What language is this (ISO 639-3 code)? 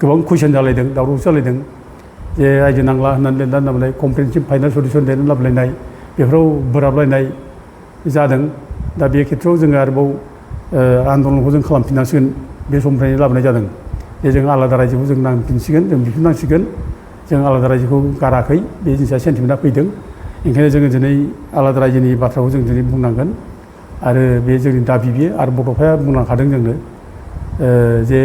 brx